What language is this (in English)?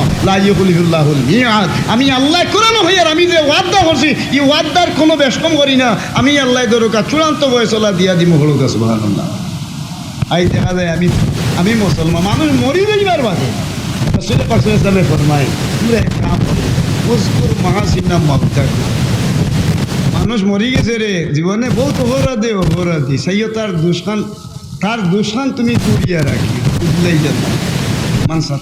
Sylheti